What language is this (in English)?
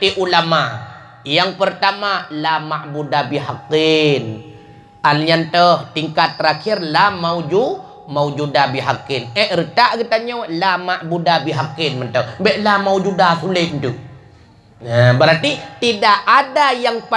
Achinese